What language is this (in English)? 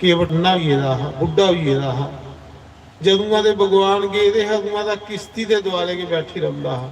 Dogri